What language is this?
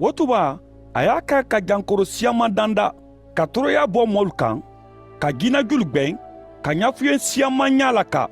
Mandingo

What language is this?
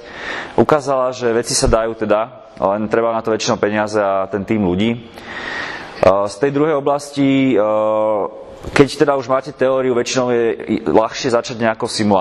Slovak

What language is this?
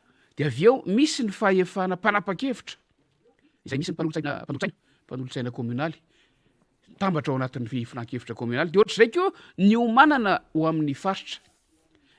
Malagasy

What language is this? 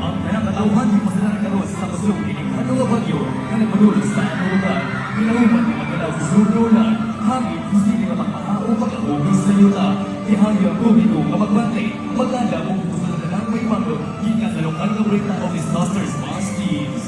Cebuano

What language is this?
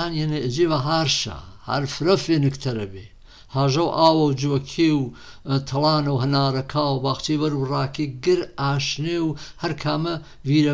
Gurani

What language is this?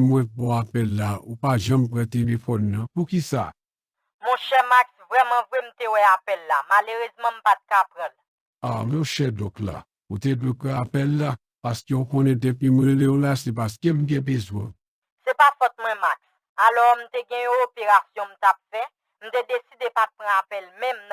Haitian Creole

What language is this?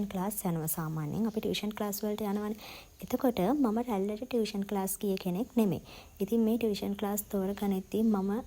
Sinhala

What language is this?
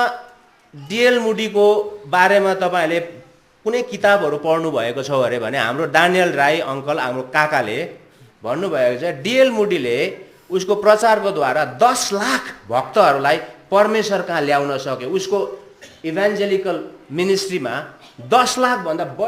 Nepali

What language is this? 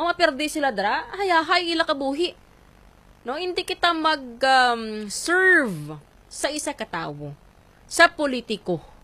Hiligaynon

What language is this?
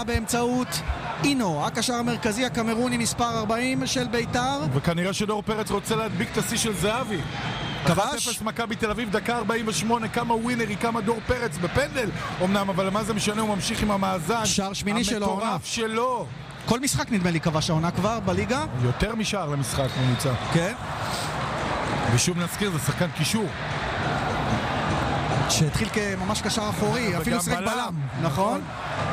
Hebrew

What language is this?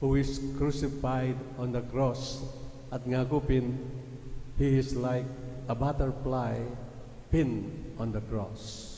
Pampanga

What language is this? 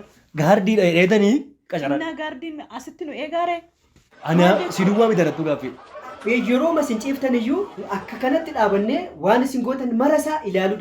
Oromo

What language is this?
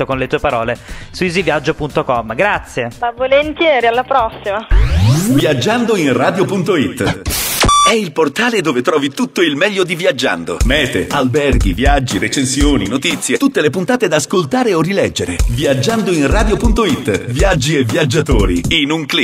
Italian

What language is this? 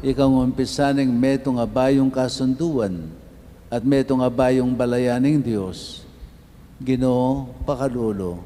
Pampanga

